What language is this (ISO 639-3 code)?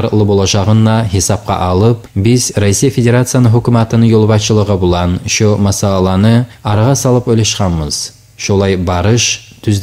kum